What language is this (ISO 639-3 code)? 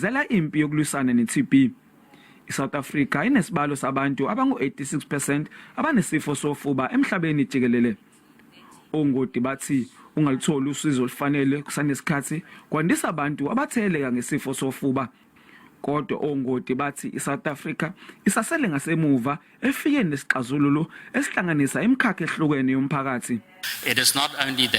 zul